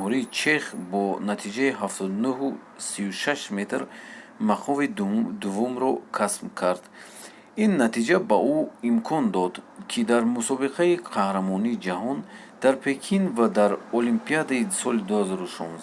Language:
Tajik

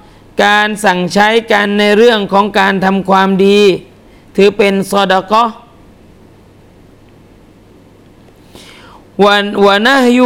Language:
Thai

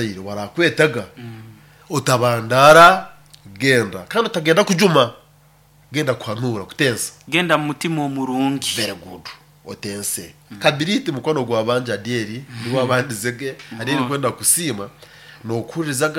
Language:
Nyoro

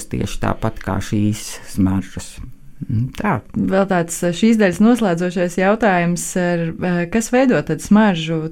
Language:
Latvian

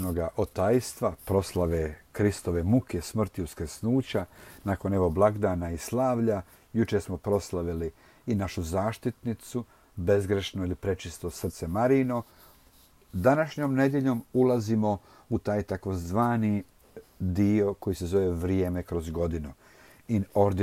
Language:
Croatian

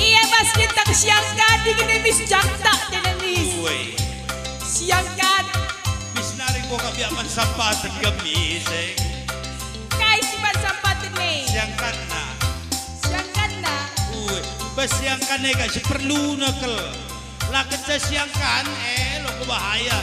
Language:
Batak Karo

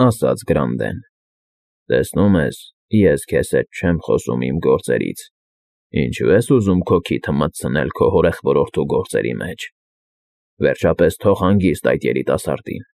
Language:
Armenian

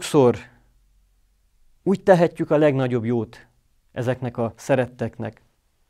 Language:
Hungarian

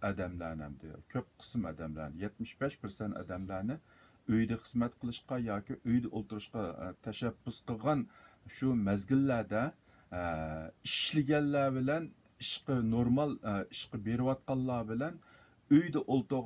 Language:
Uyghur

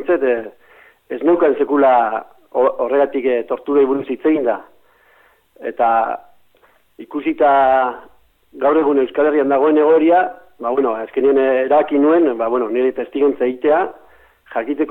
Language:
Basque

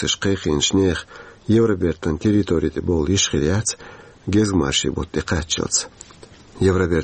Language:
Chechen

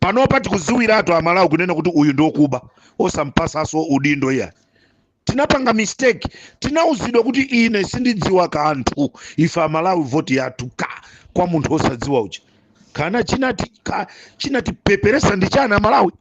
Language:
Nyanja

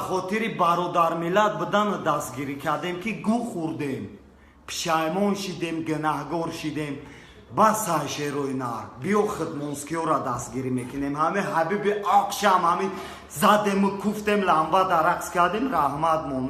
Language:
Tajik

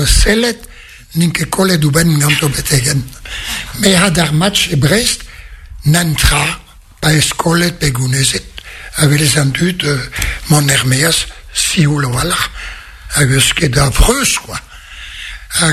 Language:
Breton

